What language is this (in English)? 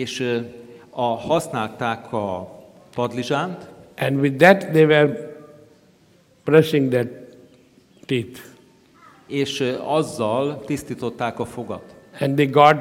Hungarian